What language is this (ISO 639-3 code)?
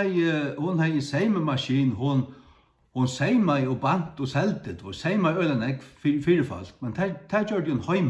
fao